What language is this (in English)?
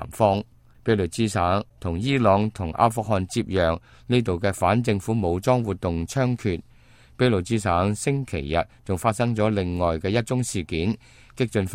Cantonese